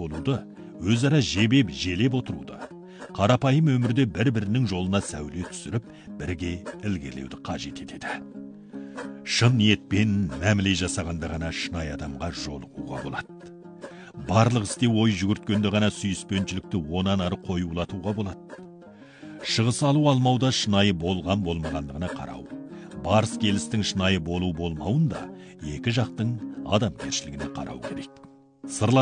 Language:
Kazakh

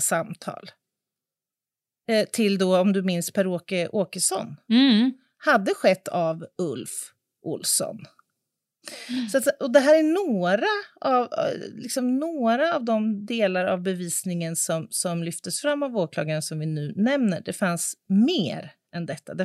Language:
Swedish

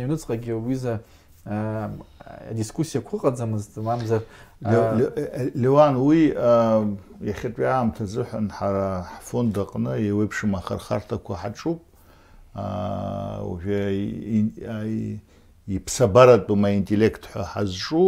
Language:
Abkhazian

